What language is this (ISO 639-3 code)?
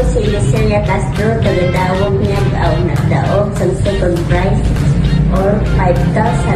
hil